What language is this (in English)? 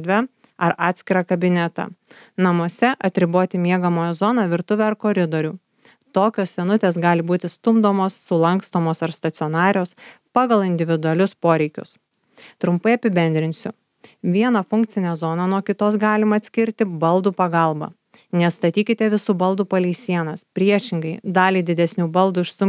Lithuanian